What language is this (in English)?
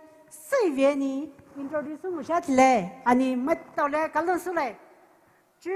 Poumei Naga